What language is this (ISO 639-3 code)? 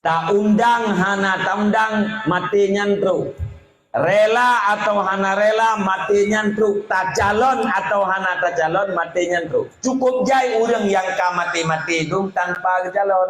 ace